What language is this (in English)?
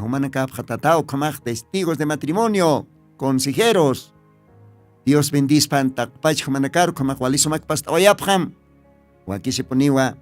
Aymara